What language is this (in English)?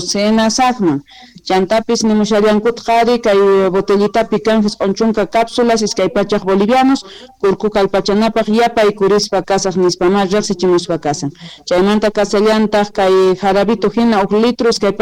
Quechua